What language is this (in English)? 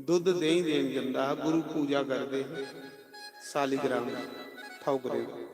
Dogri